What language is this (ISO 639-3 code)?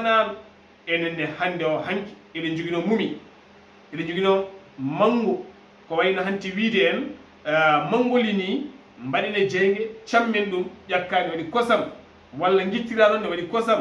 ful